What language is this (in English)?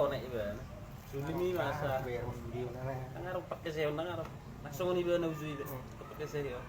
Batak Toba